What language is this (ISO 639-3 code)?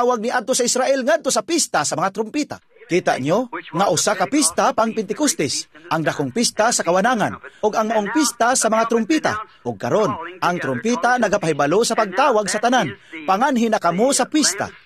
ceb